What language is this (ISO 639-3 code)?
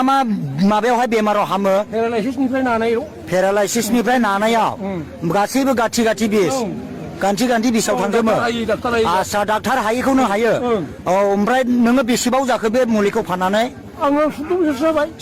brx